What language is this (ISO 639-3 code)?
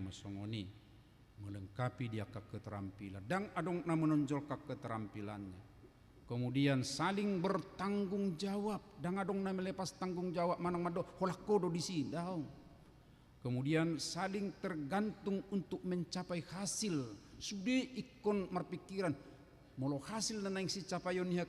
bbc